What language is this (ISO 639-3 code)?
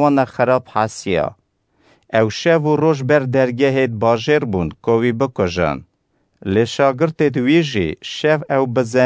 kur